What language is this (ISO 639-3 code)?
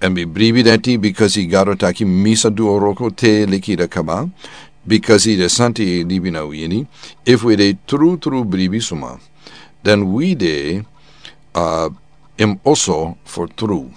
srn